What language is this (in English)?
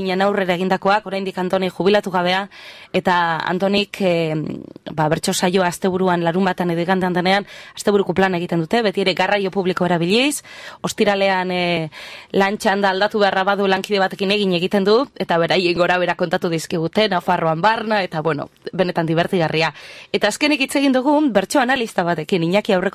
Basque